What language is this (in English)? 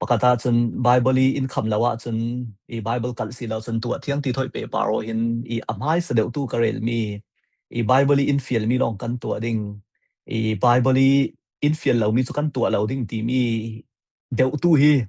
Falam Chin